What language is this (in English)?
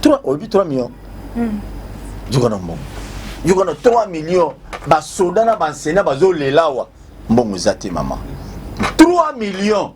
Lingala